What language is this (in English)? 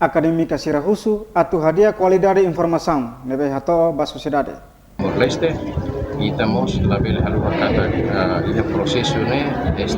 Tetum